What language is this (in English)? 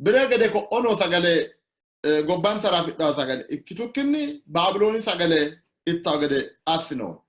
Sidamo